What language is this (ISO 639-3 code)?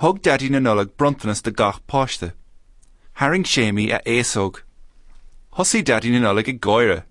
gle